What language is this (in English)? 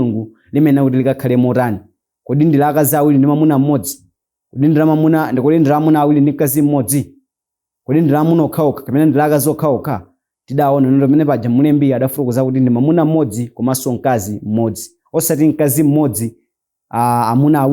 Nyanja